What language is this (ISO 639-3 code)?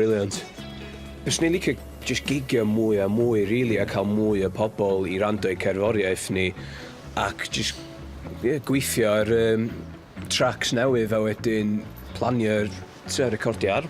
cym